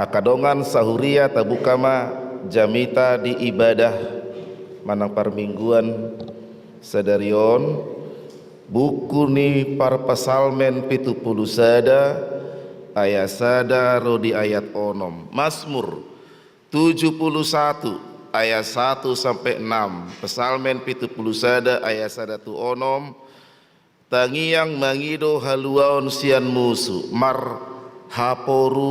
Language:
Batak Toba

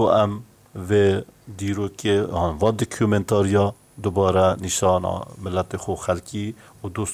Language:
Kurdish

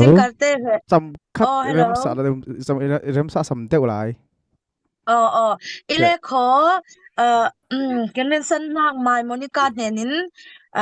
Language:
Falam Chin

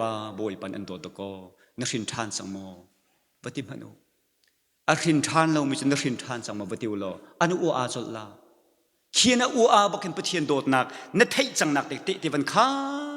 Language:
Hakha Chin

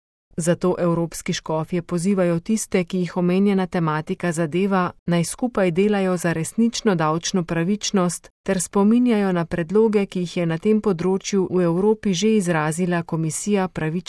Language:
Slovenian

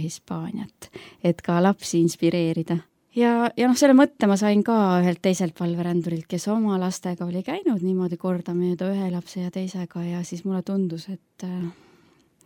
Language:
Estonian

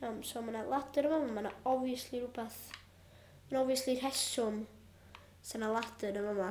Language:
Welsh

